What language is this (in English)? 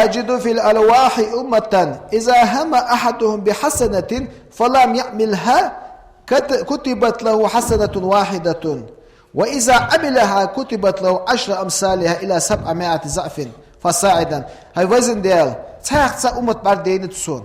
Ingush